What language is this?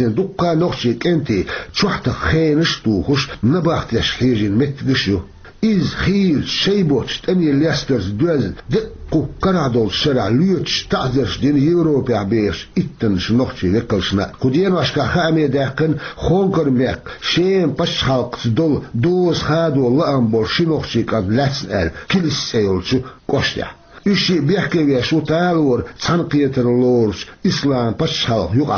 Chechen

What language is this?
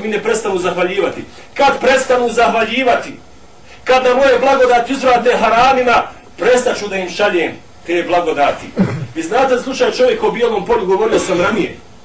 Bosnian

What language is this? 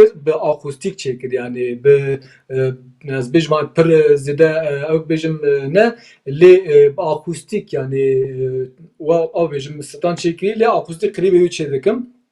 Kurdish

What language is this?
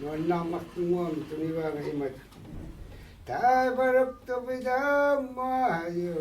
Kalaallisut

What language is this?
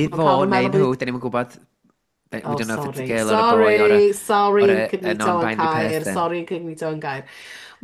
Welsh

